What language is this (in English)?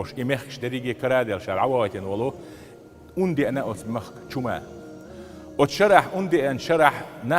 Chechen